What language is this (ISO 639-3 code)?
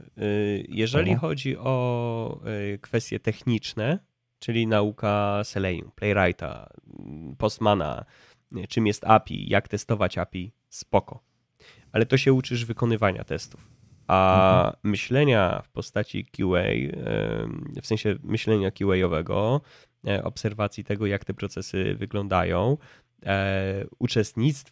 pol